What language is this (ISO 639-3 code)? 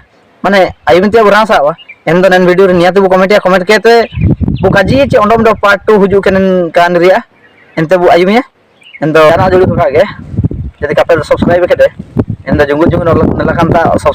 hoc